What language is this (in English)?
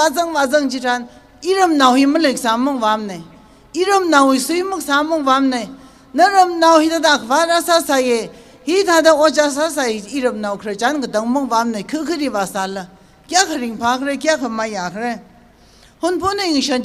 Tangkhul Naga (India)